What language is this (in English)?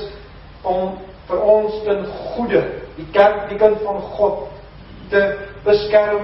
Afrikaans